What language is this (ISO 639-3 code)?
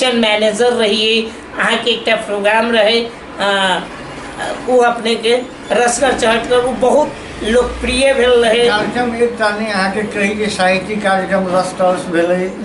mai